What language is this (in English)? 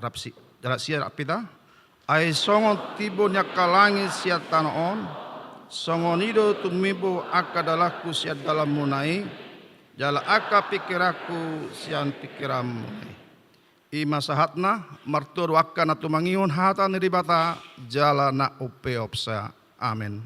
Batak Toba